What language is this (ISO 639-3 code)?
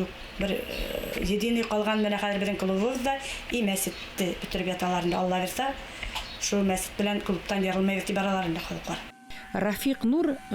bak